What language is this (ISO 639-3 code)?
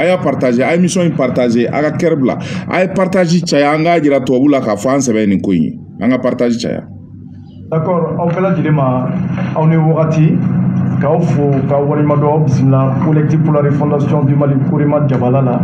bam